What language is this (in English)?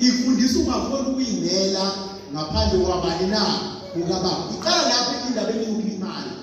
Zulu